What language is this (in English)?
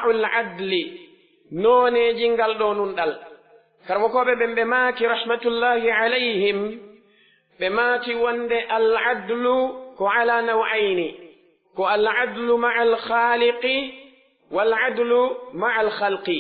Pular